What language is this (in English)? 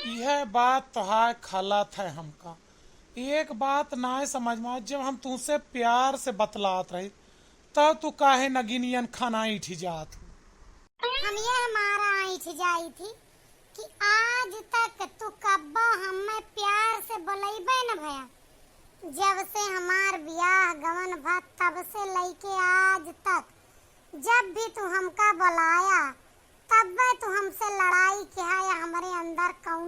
Awadhi